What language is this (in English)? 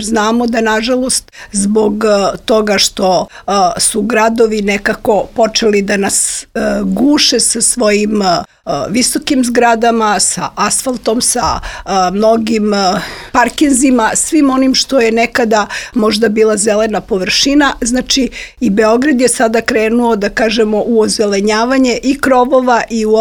Serbian